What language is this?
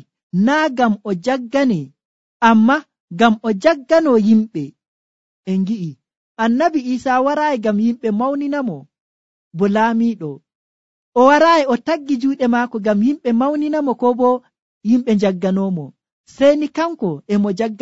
Nigerian Fulfulde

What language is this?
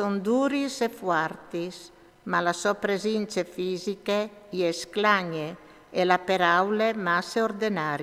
Friulian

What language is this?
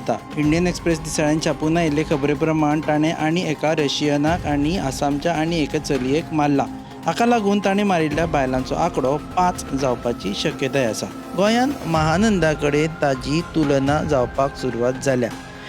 Konkani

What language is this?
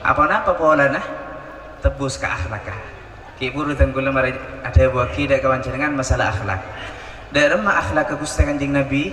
Madurese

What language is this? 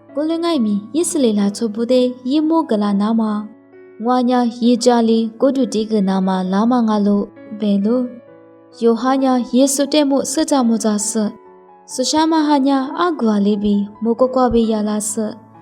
Lisu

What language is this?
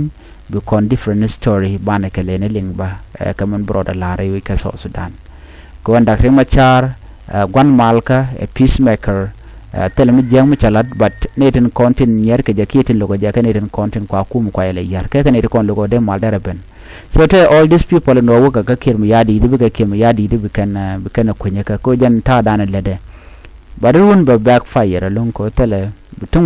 Nuer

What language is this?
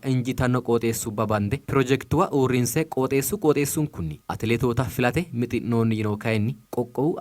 Sidamo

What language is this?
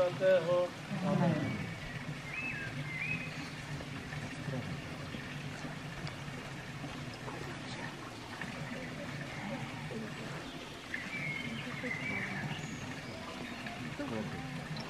Czech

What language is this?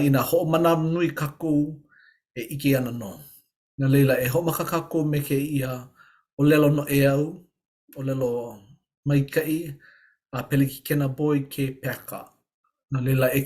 Hawaiian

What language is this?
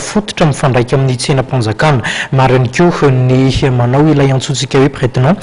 Malagasy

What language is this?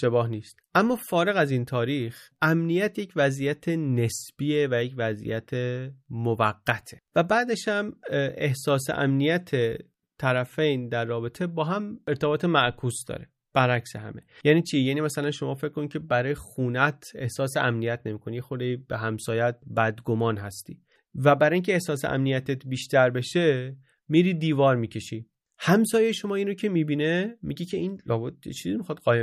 Persian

